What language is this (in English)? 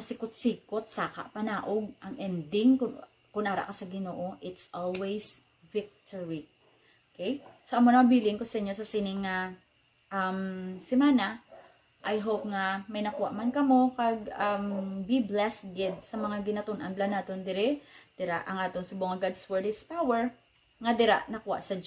Hiligaynon